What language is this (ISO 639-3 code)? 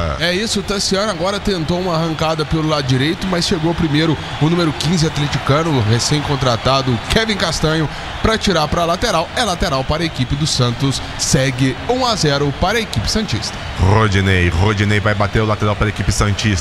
por